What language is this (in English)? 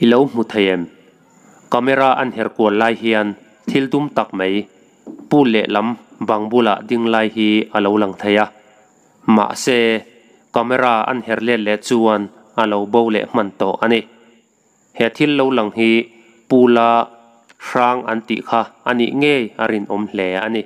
Mizo